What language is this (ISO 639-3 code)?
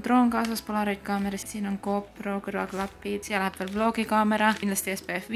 est